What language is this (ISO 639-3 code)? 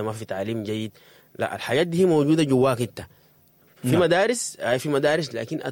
apd